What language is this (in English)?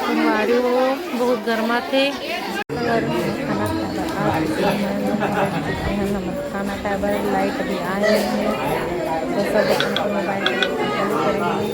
Chhattisgarhi